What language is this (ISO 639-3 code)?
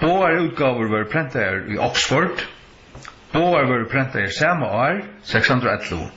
fao